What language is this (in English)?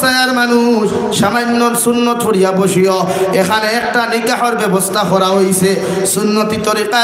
Sylheti